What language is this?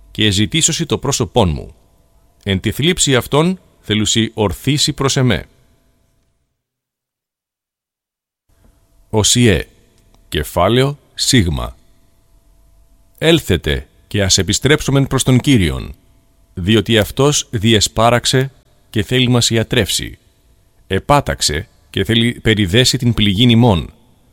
Greek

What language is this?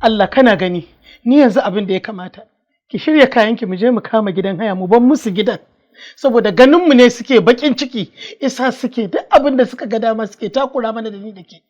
Hausa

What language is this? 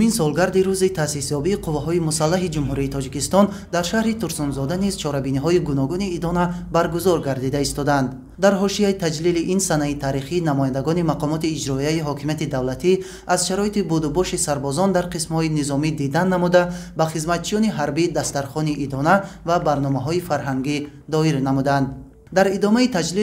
Tajik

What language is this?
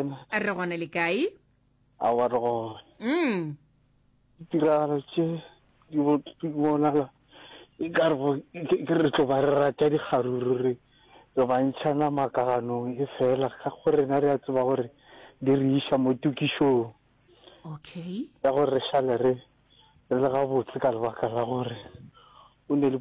Northern Sotho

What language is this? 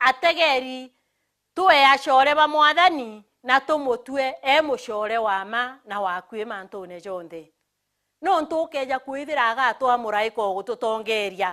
Meru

